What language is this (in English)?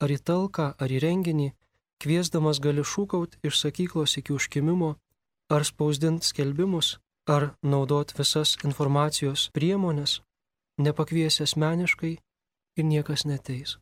Lithuanian